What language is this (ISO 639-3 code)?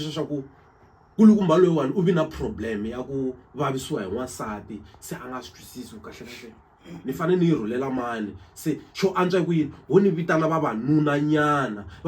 tso